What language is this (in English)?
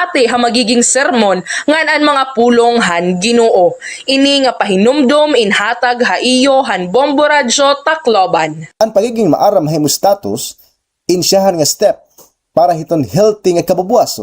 Waray